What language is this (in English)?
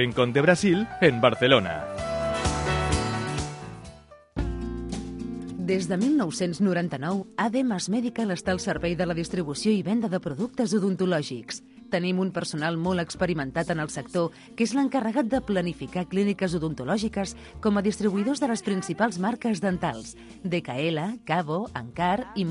Catalan